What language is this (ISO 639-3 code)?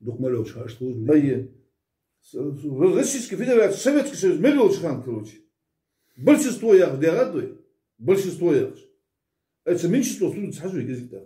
inh